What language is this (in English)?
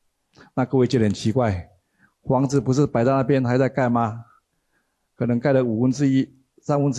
Chinese